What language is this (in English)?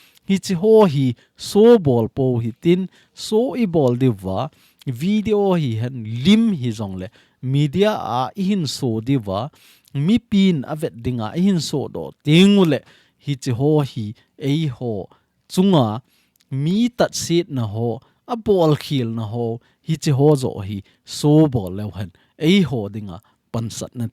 Thado Chin